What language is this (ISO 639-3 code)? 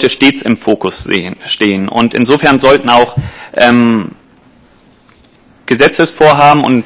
deu